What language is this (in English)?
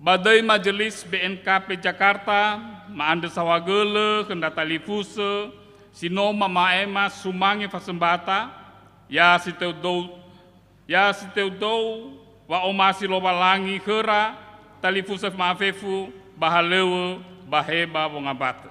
Nias